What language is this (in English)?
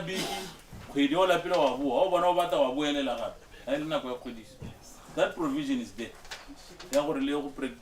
Tswana